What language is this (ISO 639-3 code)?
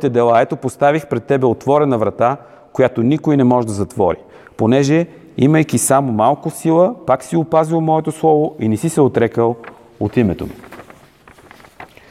bul